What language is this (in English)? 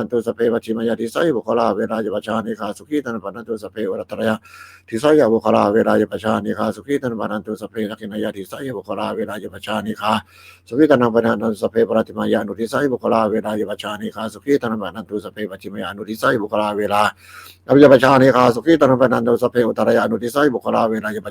Pali